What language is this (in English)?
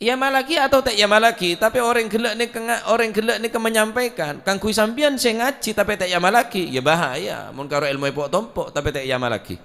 Madurese